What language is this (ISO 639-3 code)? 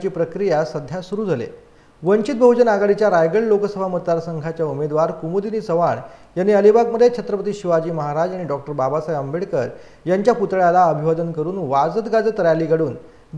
mar